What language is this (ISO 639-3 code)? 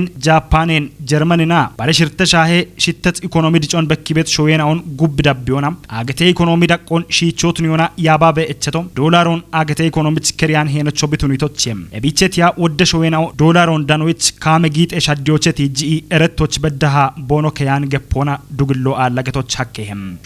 kbr